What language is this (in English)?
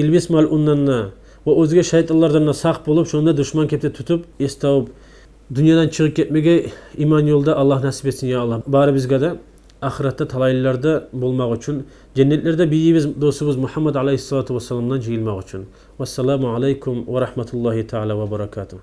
Kumyk